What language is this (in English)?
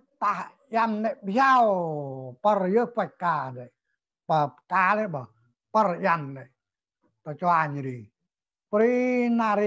Central Mnong